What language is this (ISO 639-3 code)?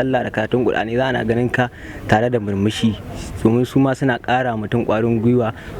hau